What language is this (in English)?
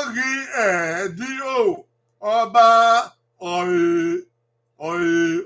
Bini